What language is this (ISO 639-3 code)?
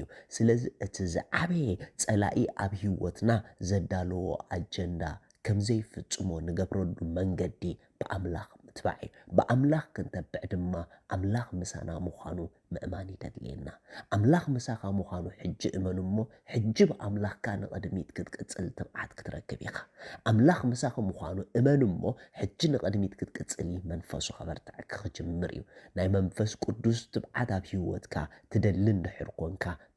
tir